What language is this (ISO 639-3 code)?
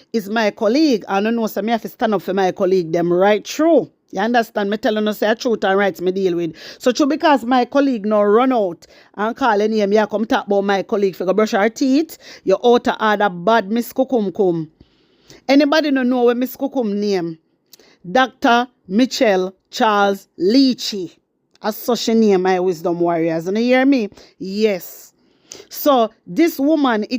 jam